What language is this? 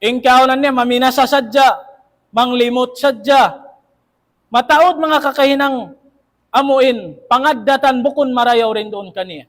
Tausug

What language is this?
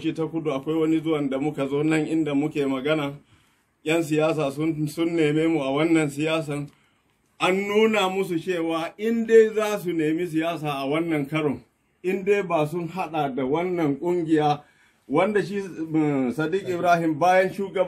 Hausa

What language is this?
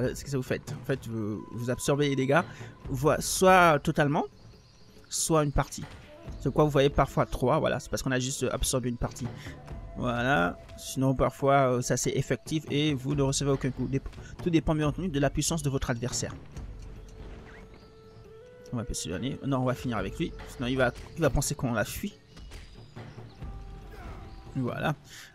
French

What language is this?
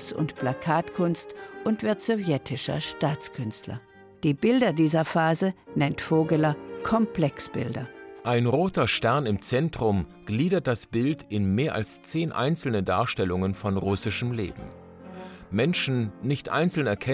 German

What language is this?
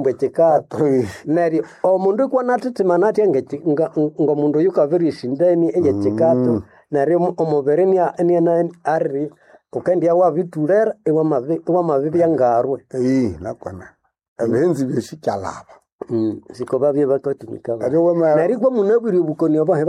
Nande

